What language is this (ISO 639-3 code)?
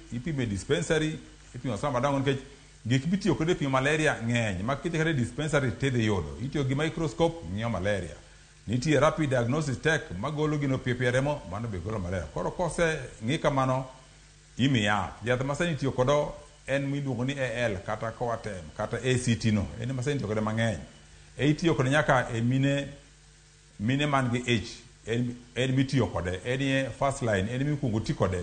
luo